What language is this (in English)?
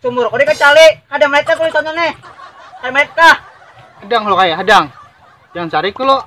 Banjar